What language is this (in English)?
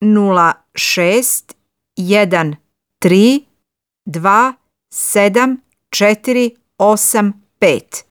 Serbian